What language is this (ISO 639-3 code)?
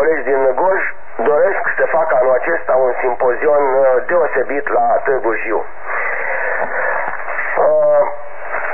ron